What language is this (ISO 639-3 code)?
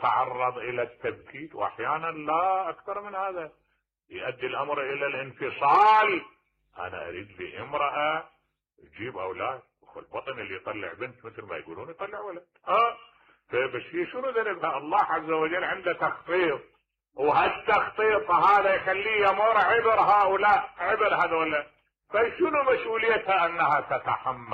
acm